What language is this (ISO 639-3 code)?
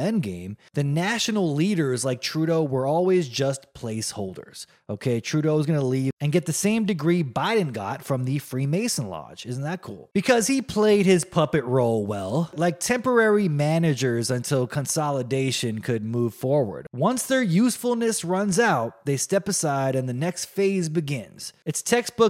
eng